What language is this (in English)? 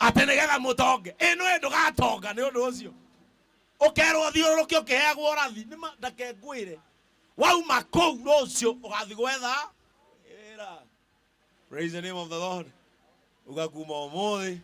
Kikuyu